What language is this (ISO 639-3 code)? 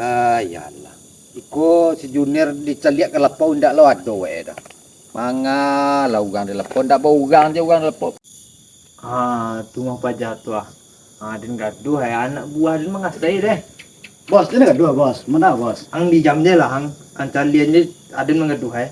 min